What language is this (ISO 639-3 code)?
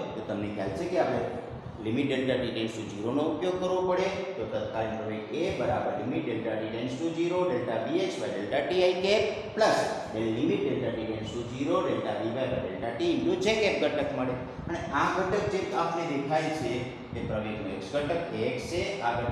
guj